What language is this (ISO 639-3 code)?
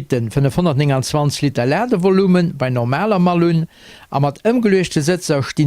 ltz